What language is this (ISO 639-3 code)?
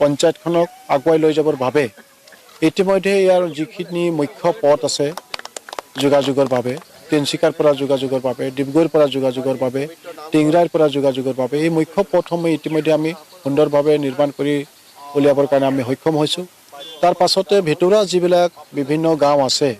asm